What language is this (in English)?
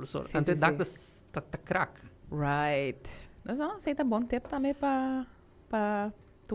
Papiamento